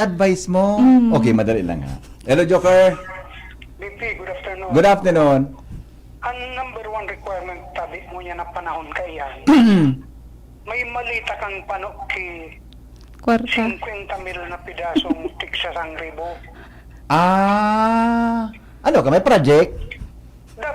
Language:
Bikol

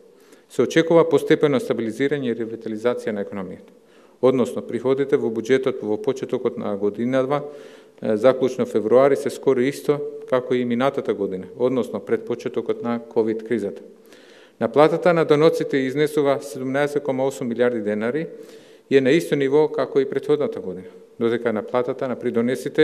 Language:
Macedonian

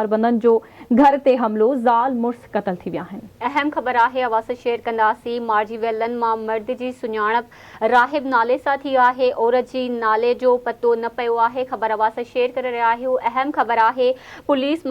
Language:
Sindhi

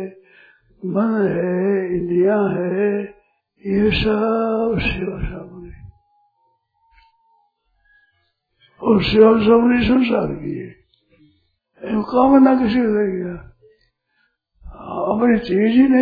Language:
Hindi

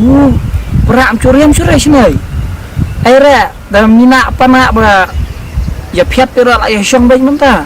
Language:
Khasi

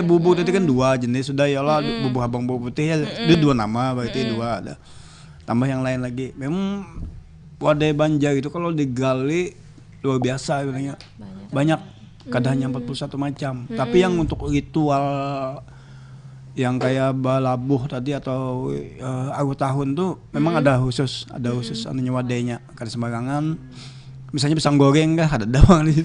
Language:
Banjar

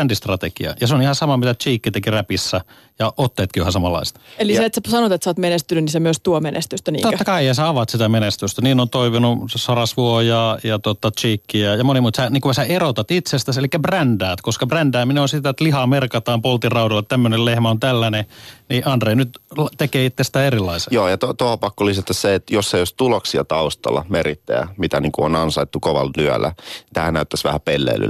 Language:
Finnish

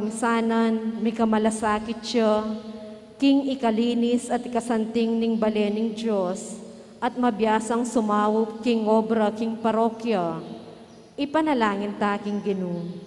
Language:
Pampanga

